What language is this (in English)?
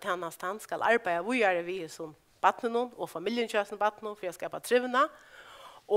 Faroese